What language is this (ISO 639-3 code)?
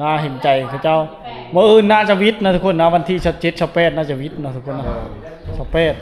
lao